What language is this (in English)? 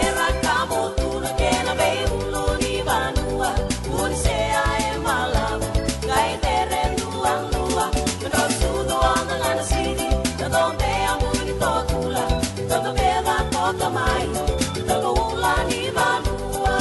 Fijian